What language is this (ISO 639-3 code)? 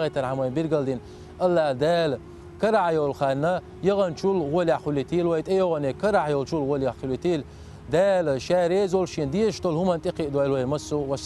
che